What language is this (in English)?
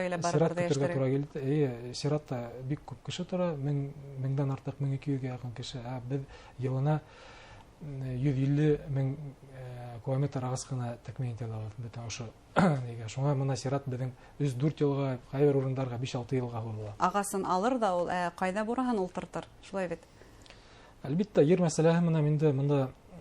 Bashkir